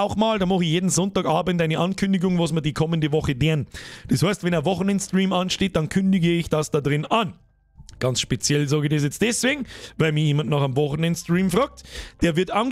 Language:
Bavarian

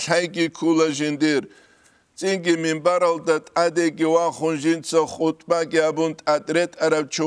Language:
Avaric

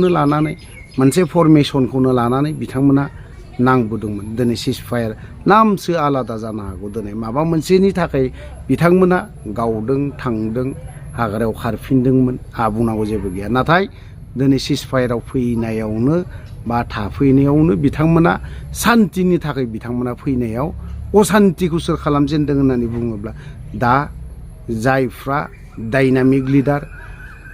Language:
Bodo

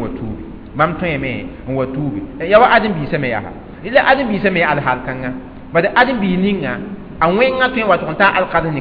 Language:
Mossi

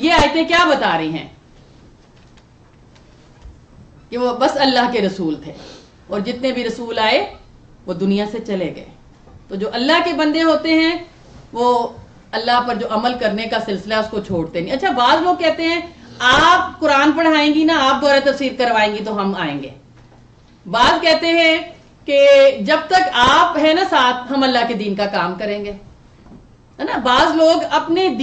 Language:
Urdu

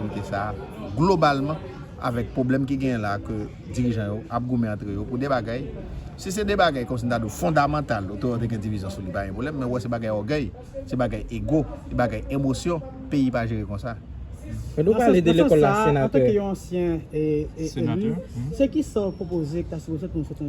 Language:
Haitian Creole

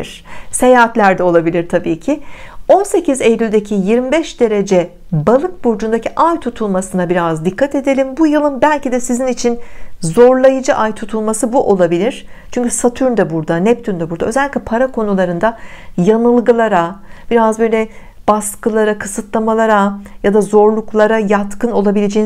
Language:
Turkish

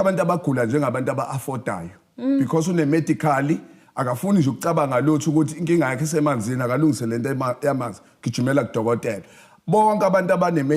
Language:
Zulu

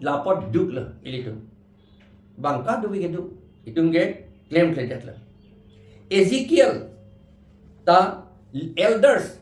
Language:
Karbi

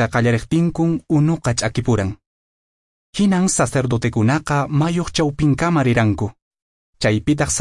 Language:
Quechua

